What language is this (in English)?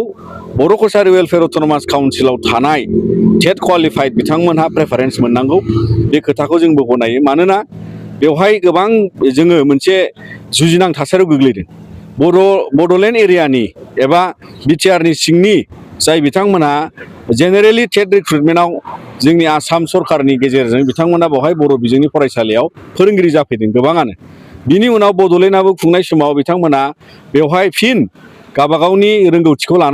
Bodo